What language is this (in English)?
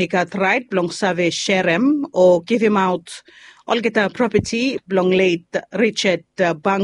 Bislama